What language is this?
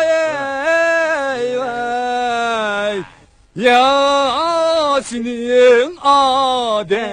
Uyghur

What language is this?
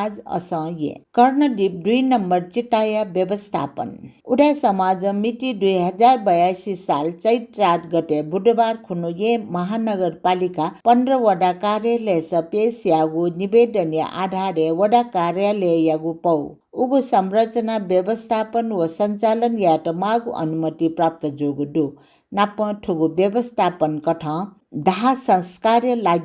Newari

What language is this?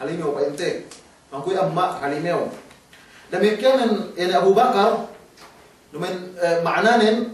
Yakan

